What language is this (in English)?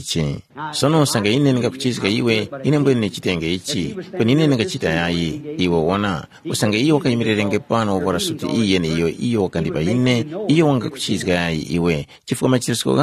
Tumbuka